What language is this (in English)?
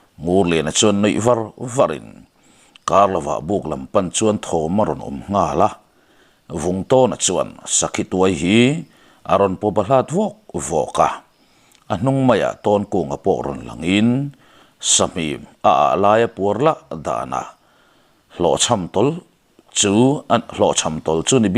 Mizo